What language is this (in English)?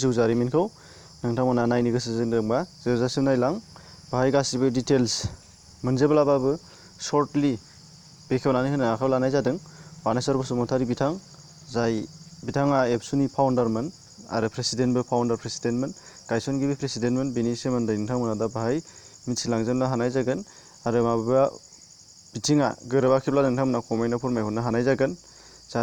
Bodo